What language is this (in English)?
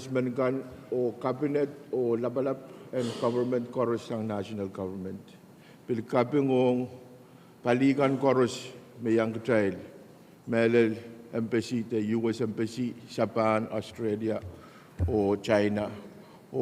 Pohnpeian